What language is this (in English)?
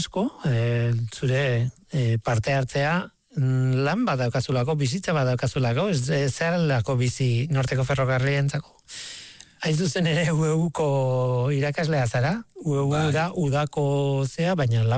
Basque